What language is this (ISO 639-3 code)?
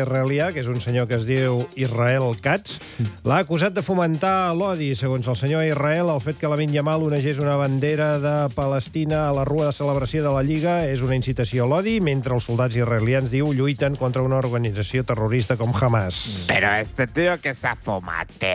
cat